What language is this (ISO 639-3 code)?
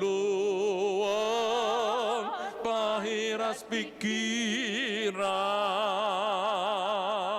bbc